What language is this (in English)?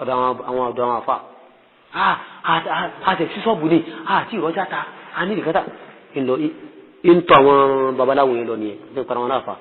Yoruba